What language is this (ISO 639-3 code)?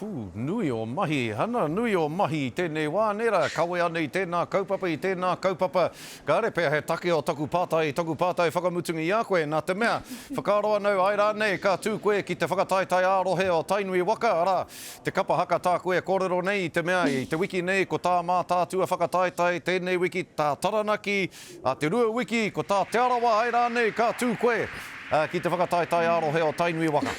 mri